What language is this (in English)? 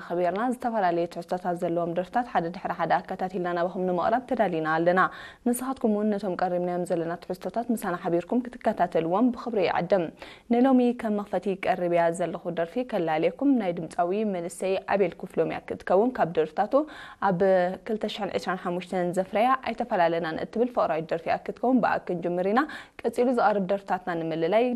Tigrinya